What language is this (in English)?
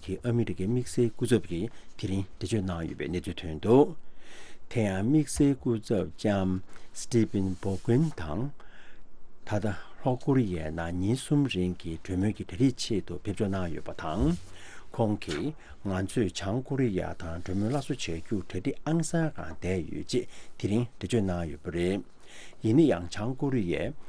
Tibetan